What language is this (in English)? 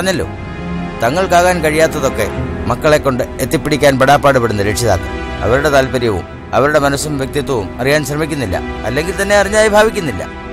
Malayalam